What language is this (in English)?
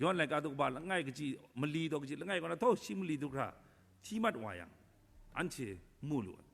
Kachin